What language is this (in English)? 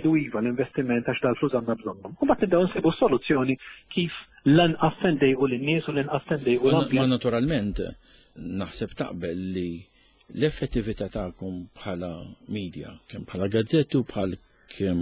Maltese